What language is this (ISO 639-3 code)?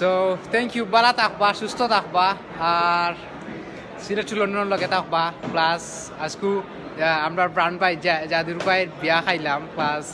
syl